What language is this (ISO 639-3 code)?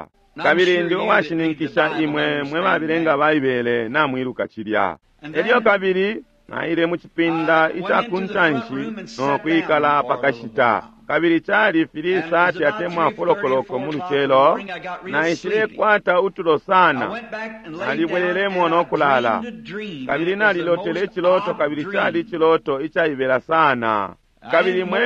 bem